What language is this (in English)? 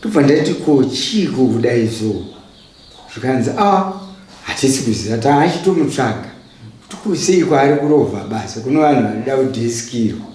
Shona